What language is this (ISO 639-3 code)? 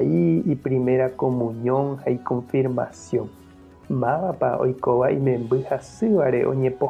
grn